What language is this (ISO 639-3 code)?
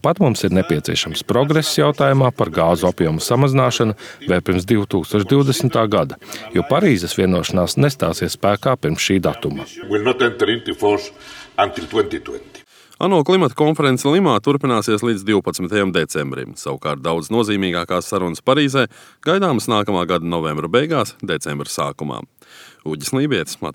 lav